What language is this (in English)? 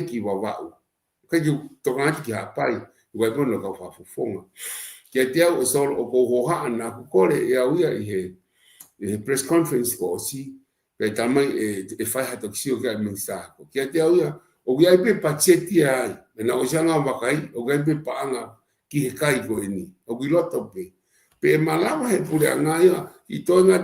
Tongan